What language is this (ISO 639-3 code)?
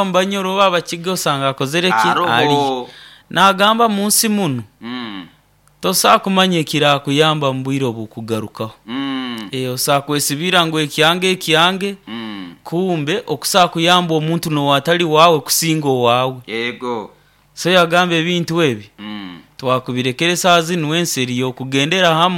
nyo